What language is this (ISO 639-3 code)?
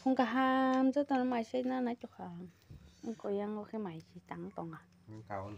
trp